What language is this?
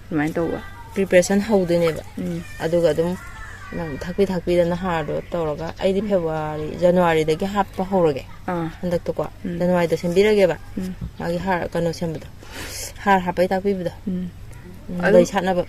Manipuri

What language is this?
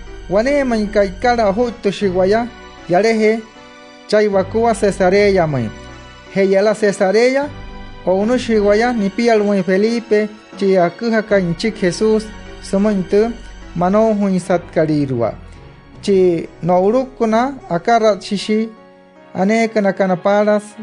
Wayuu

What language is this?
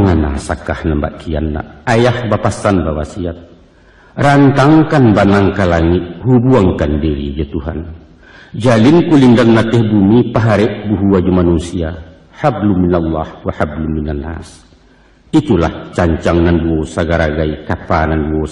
Minangkabau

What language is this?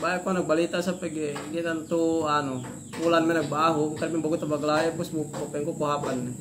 Yakan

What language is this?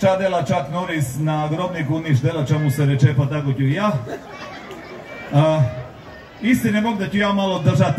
Croatian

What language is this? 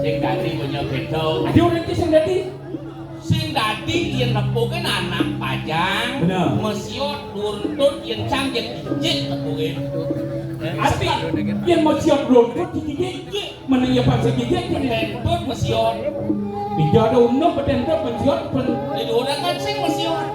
Balinese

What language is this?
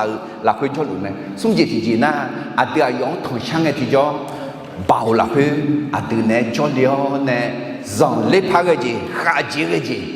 Akha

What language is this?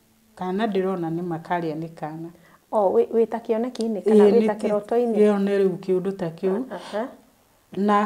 Kikuyu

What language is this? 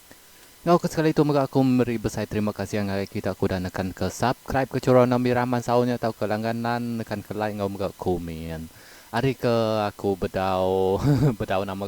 Iban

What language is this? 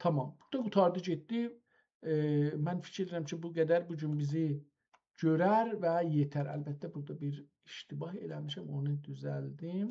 South Azerbaijani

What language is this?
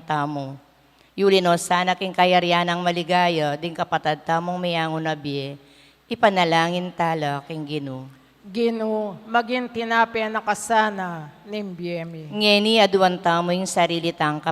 Pampanga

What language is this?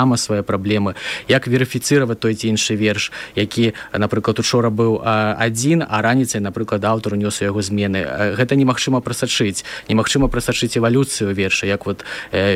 Belarusian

